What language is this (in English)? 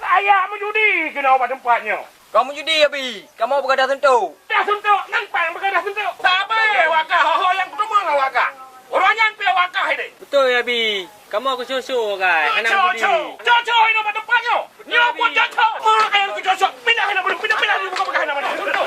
Achinese